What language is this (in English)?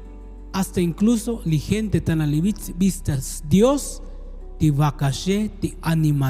Tzotzil